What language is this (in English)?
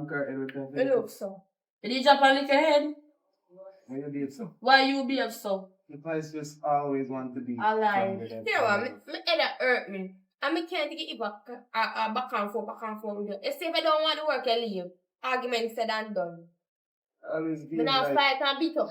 Jamaican Creole English